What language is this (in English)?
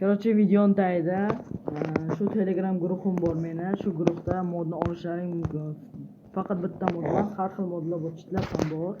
Uzbek